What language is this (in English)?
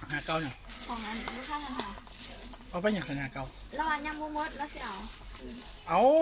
Lao